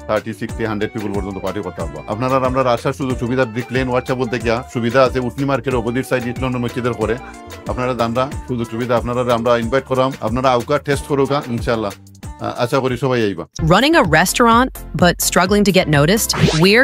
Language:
Sylheti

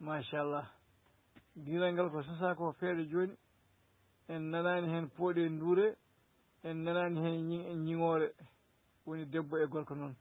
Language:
Fula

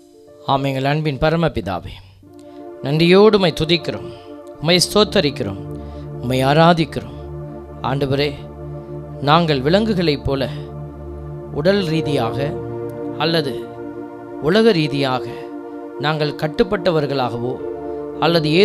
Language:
Tamil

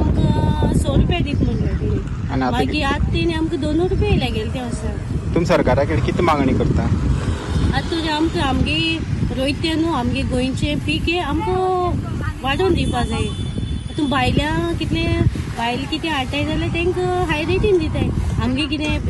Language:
Konkani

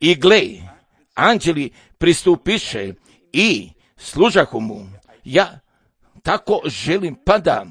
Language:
Serbian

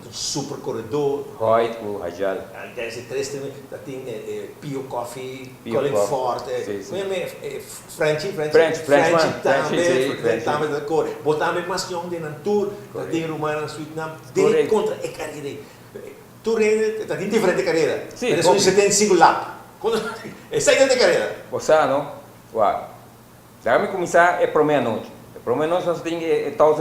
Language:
Papiamento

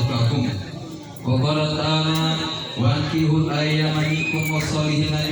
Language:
Gorontalo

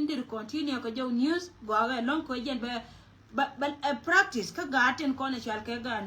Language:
Nuer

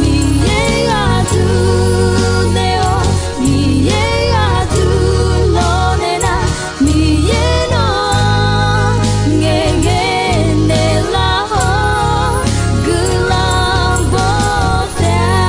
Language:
Akha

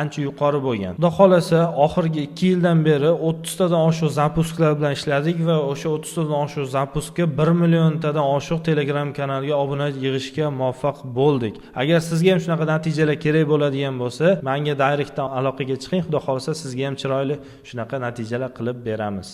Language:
Uzbek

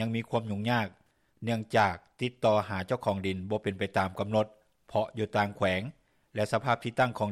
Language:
Lao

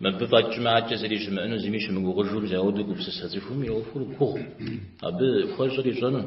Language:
Kabardian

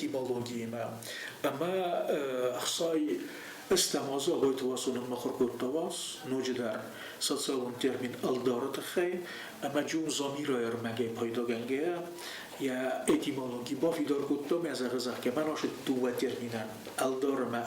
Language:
Ossetic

